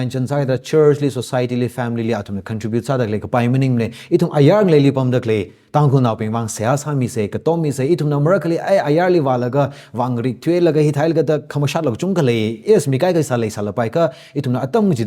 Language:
Tangkhul Naga (India)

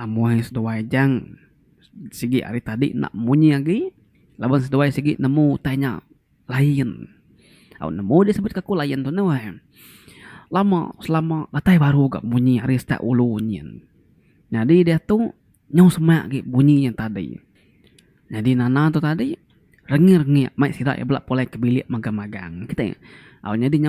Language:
Iban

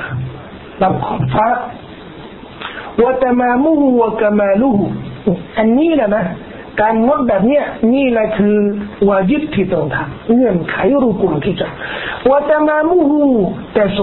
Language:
Thai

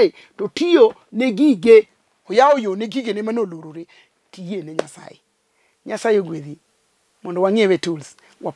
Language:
Luo (Kenya and Tanzania)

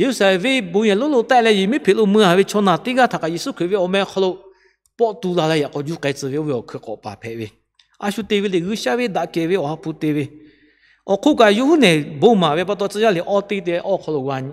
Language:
Lahu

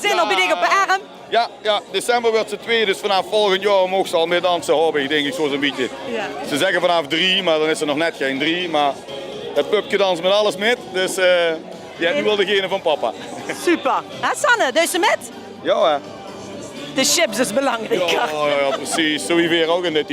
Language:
Limburgish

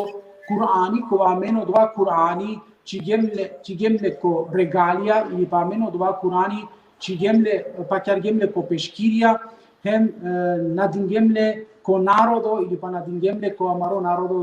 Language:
Balkan Romani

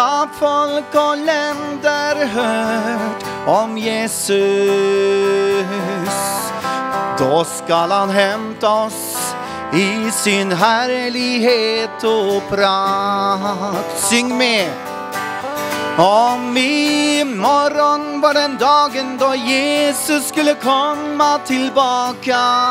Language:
Swedish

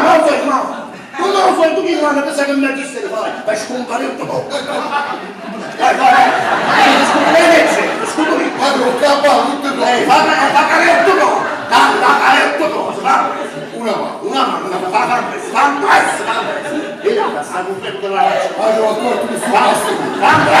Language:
Neapolitan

